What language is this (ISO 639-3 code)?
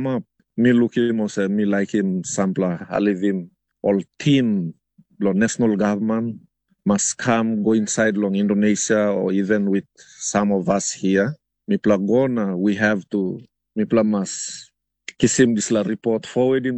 tpi